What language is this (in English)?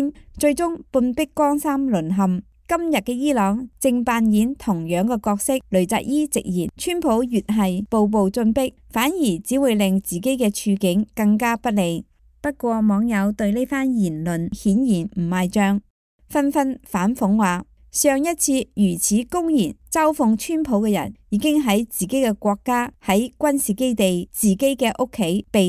Cantonese